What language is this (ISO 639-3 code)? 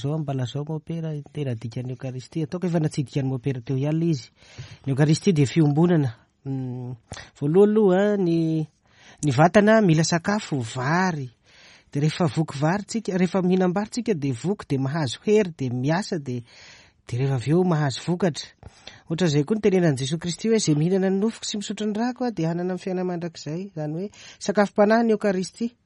mlg